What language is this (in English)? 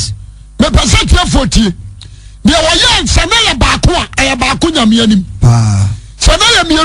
Akan